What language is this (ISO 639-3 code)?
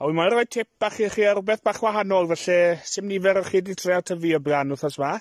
cym